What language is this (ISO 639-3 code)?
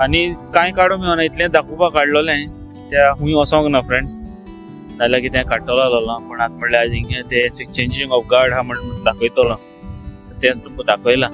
kok